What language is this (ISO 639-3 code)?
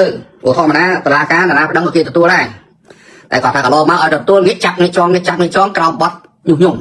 khm